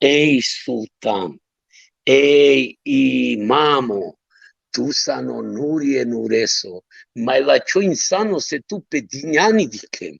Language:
Balkan Romani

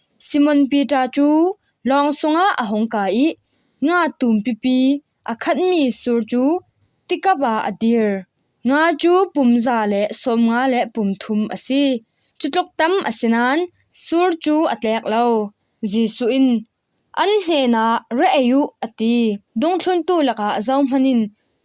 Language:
Falam Chin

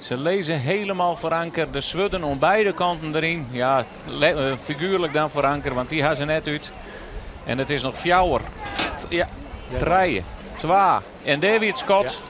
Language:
Western Frisian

